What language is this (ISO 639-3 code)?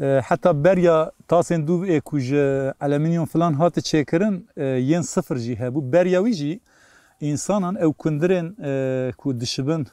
kur